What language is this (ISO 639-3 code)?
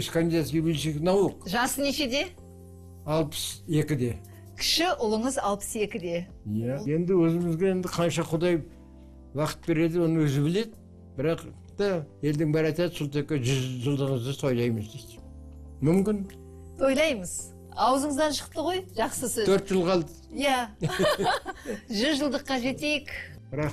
kaz